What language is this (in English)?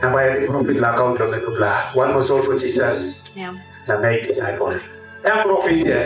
Tok Pisin